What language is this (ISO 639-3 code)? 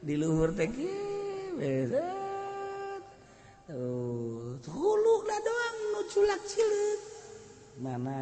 sun